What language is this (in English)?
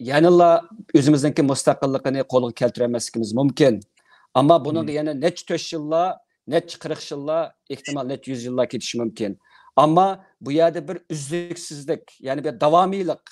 Uyghur